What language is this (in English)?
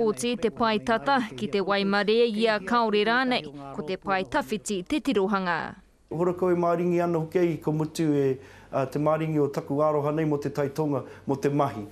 Māori